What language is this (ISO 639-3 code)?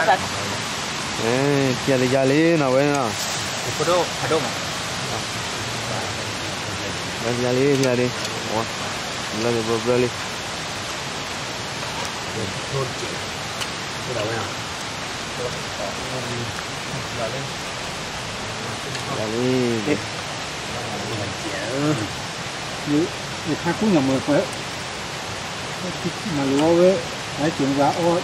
msa